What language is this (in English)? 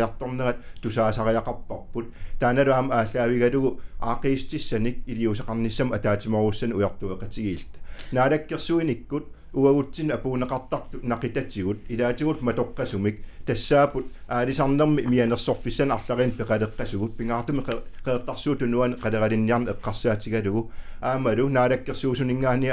Kalaallisut